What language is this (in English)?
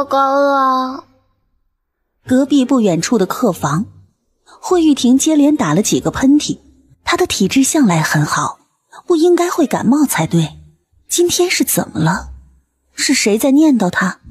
Chinese